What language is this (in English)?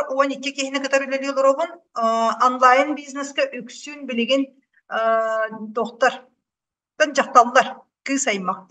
Yakut